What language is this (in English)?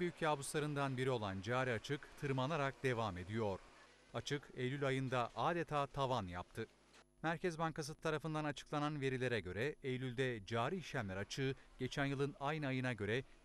Turkish